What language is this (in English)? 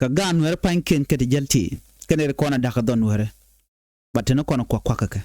Nuer